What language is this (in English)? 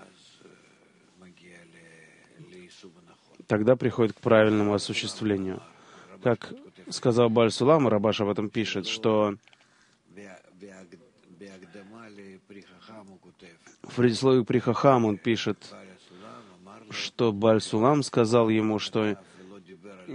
Russian